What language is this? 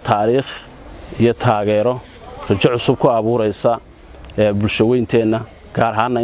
Somali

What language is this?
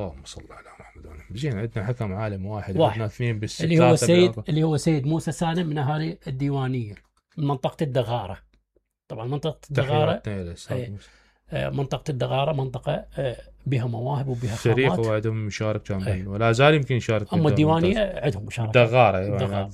Mesopotamian Arabic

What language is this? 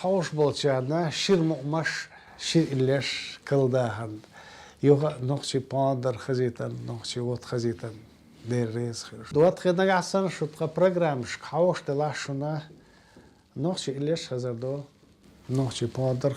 Chechen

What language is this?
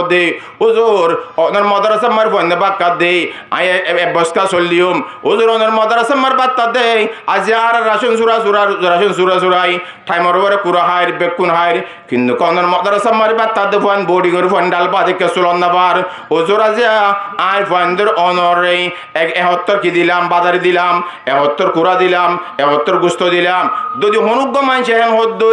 Rohingya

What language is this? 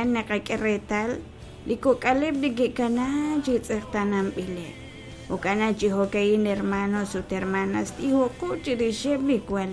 Kekchí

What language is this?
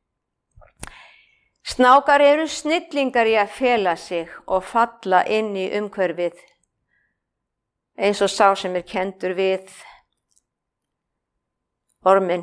Icelandic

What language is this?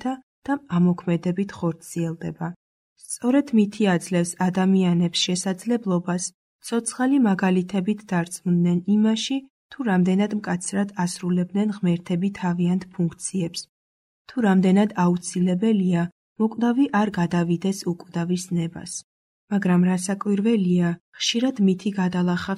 Georgian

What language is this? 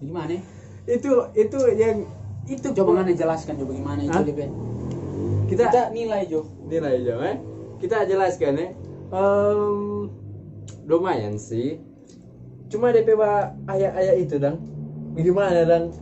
Manado Malay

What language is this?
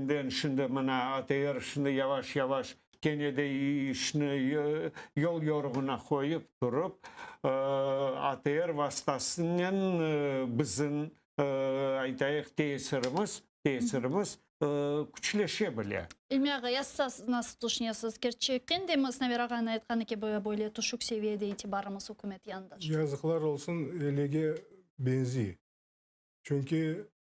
Crimean Tatar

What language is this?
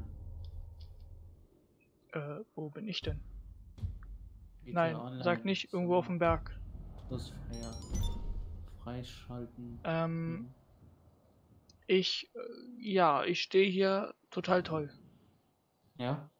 German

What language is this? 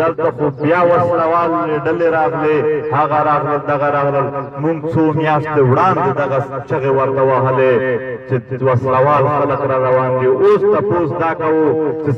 Pashto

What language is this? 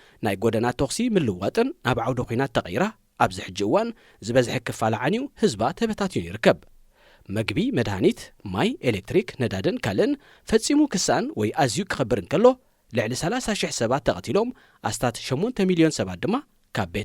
Tigrinya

